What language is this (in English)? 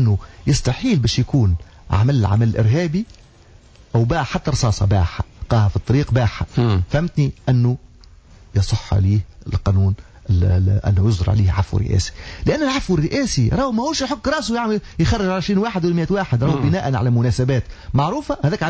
Tunisian Arabic